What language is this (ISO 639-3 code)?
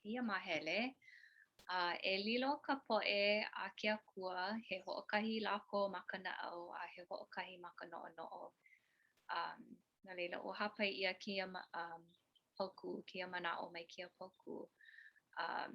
haw